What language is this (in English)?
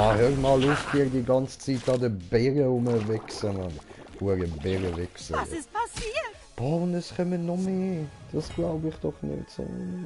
Swiss German